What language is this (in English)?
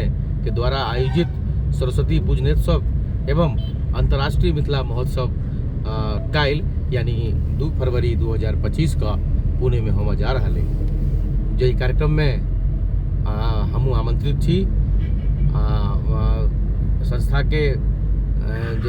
Maithili